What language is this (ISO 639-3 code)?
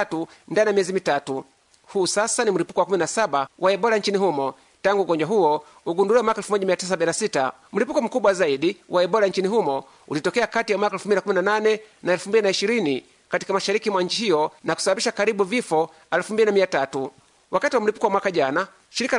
swa